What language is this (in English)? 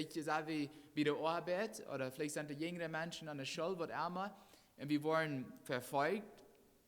Plautdietsch